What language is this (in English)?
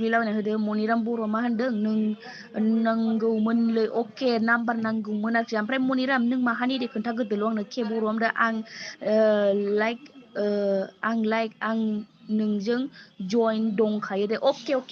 Bodo